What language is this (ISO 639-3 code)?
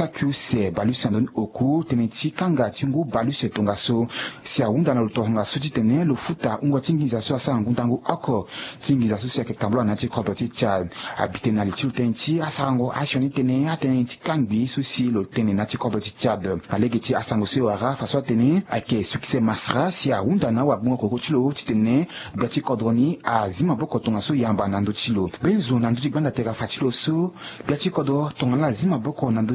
sag